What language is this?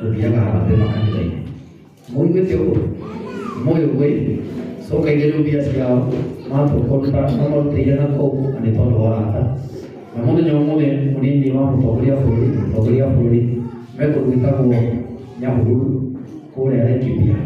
Kikuyu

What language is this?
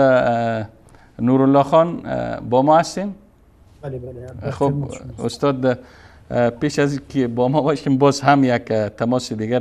Persian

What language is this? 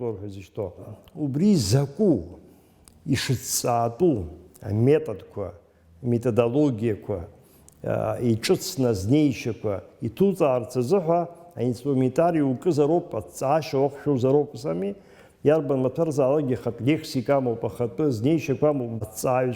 Abkhazian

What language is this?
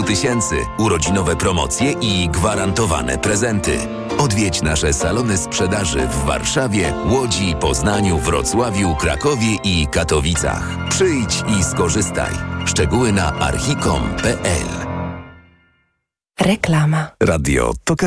Polish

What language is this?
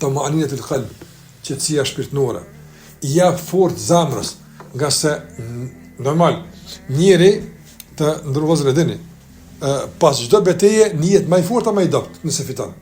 Albanian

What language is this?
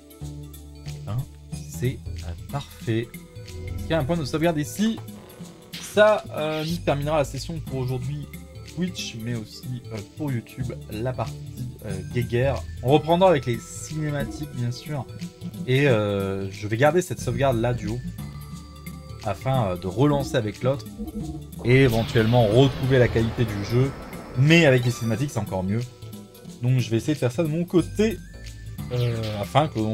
French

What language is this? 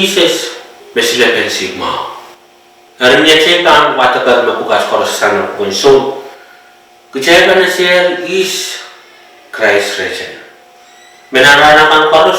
Pohnpeian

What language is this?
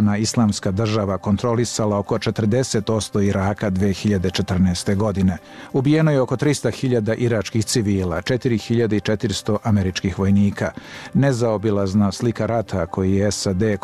Serbian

